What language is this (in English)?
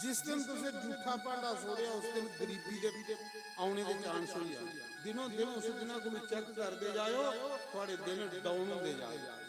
Dogri